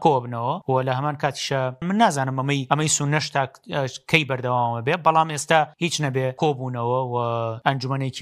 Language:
Central Kurdish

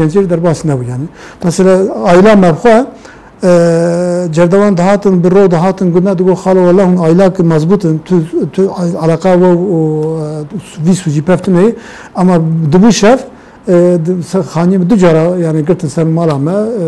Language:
Kurdish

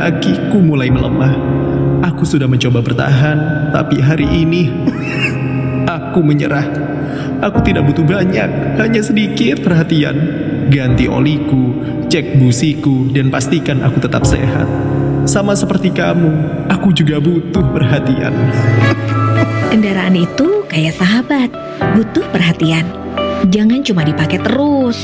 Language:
Indonesian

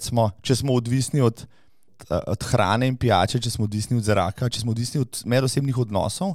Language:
Slovenian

